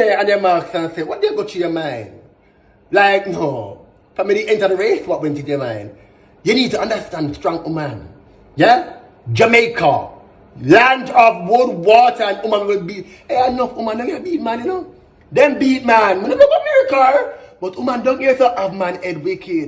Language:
Jamaican Creole English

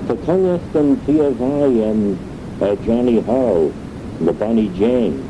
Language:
Manx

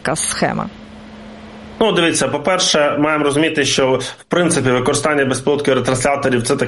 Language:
Ukrainian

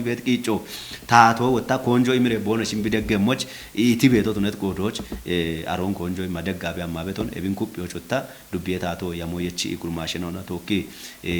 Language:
Kafa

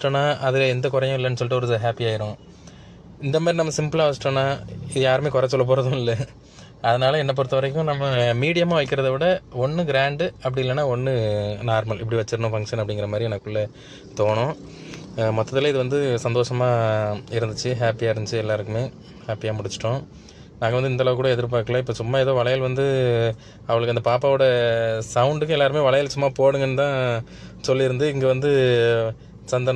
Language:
Tamil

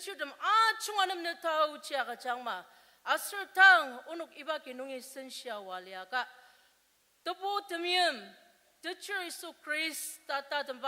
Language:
Ao Naga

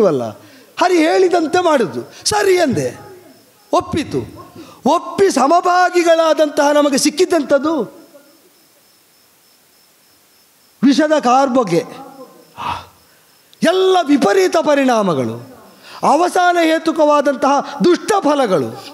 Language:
Kannada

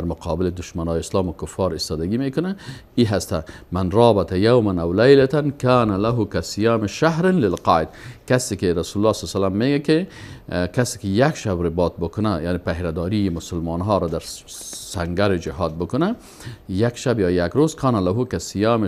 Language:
Persian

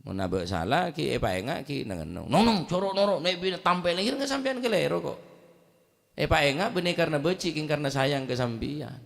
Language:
Madurese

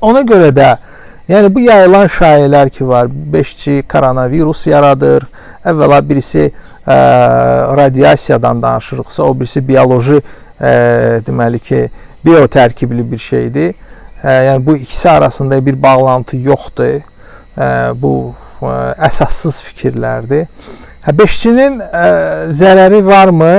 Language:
Azerbaijani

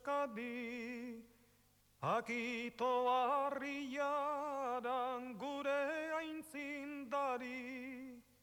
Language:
Basque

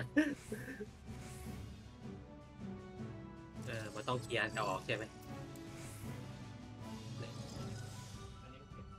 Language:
Thai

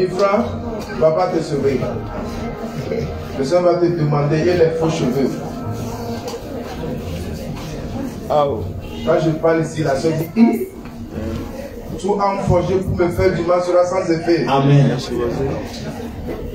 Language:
French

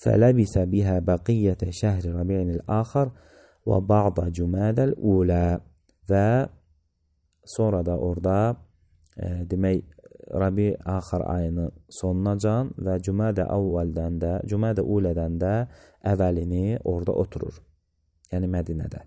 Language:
Azerbaijani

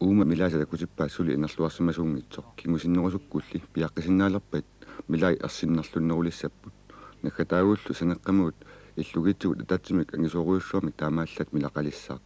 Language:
Kalaallisut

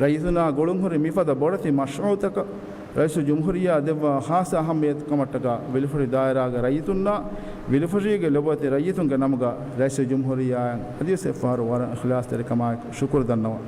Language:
Divehi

